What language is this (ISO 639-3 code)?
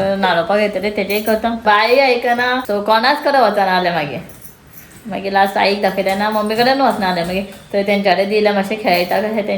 kok